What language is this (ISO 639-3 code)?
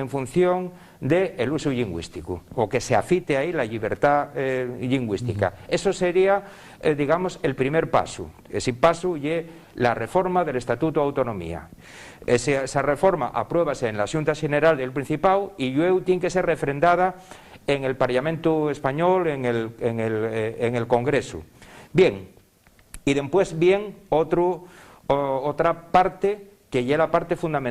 ast